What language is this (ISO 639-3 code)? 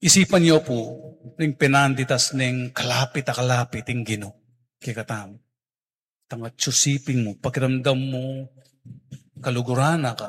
pam